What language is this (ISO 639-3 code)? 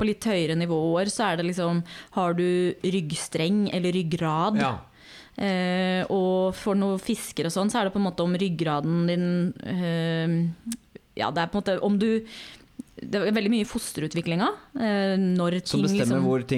nor